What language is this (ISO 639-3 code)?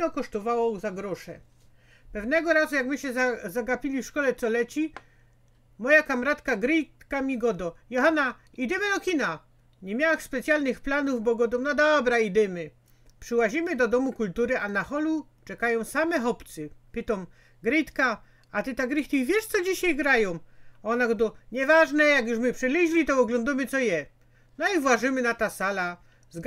szl